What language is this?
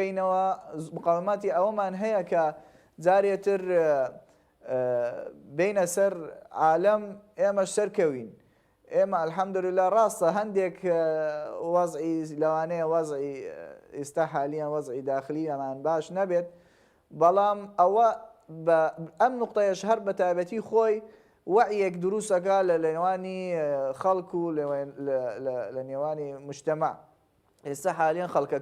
Central Kurdish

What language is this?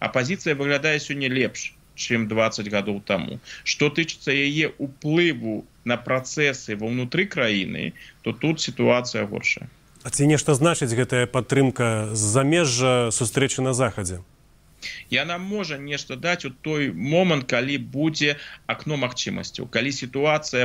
Belarusian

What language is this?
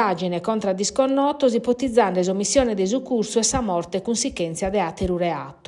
Sardinian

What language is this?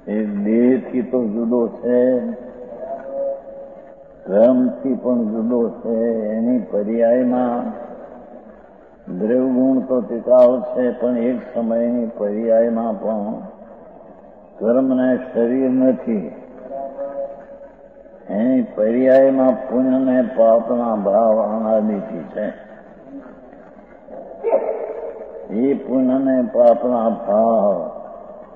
Gujarati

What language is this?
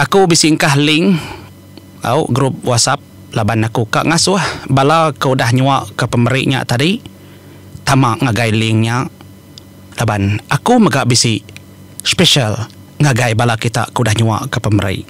Iban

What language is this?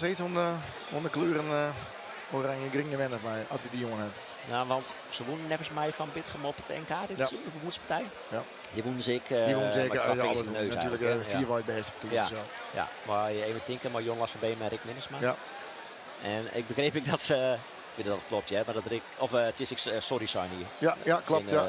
Western Frisian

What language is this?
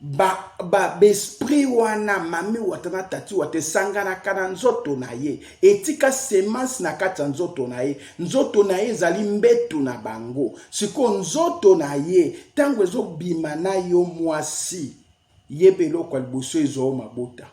Lingala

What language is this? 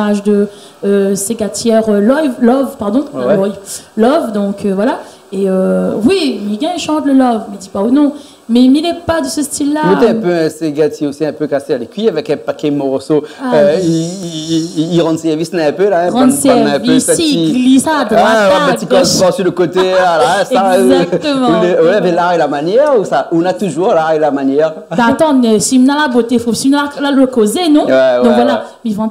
Réunion Creole French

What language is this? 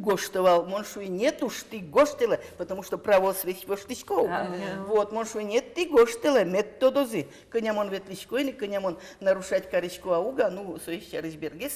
Udmurt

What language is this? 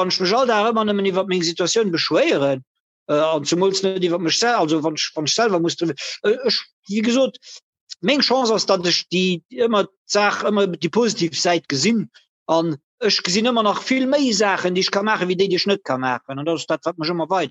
Luxembourgish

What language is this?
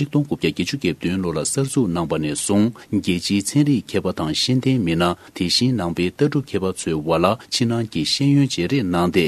Tibetan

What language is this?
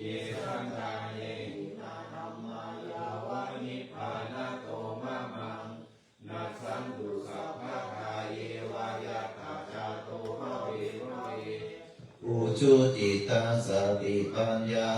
Pali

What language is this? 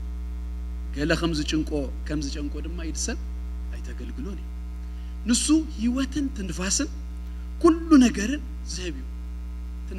Tigrinya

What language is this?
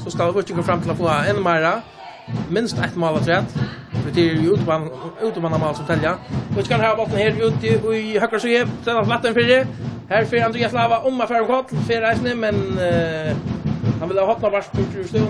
Faroese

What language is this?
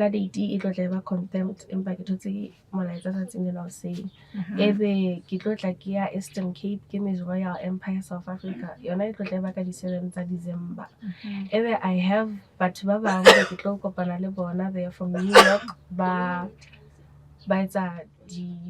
Southern Sotho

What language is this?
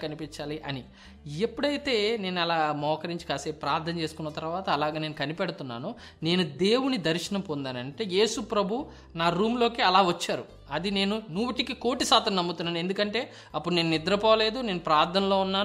Telugu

